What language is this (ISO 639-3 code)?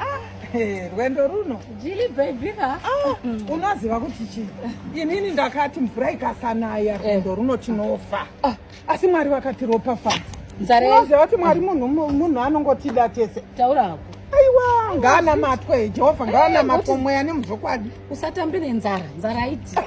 sna